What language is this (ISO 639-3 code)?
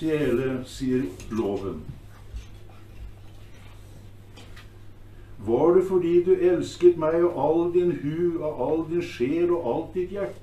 nor